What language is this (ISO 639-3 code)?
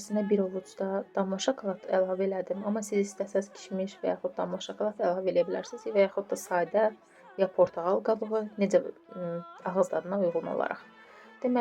aze